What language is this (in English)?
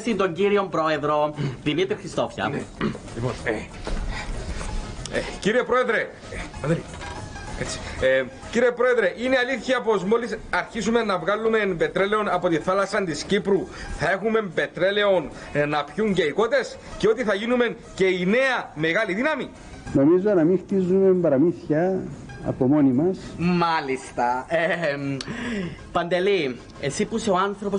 Greek